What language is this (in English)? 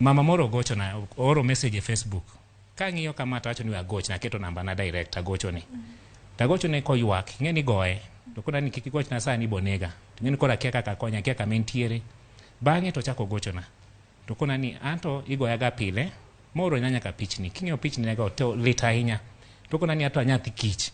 Luo (Kenya and Tanzania)